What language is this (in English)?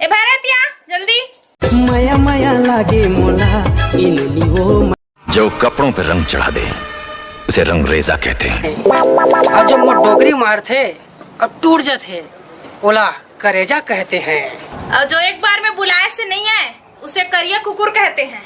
Chhattisgarhi